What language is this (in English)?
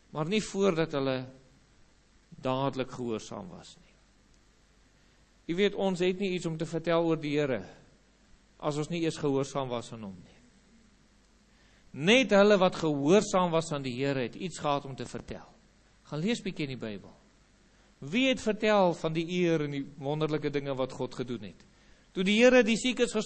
Afrikaans